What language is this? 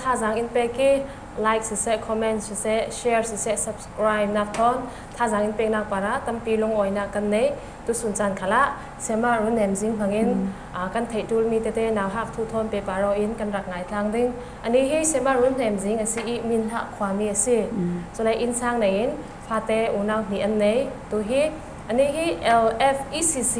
Falam Chin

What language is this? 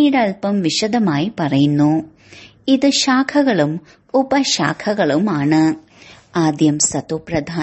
Malayalam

